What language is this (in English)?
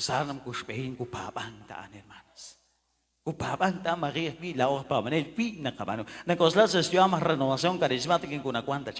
Kekchí